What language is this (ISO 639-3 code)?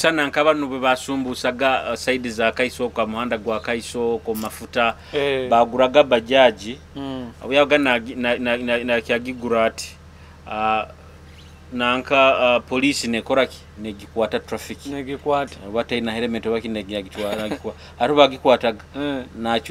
nyo